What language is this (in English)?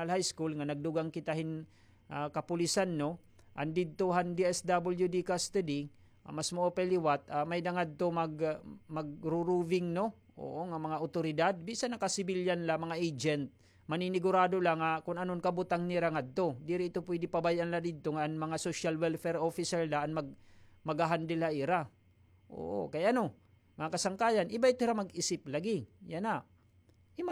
Waray